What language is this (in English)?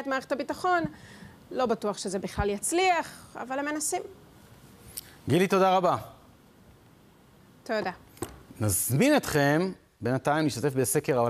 Hebrew